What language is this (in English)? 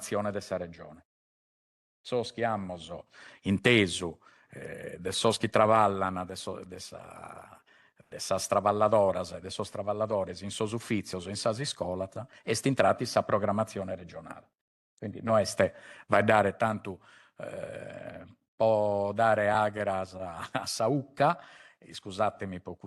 Sardinian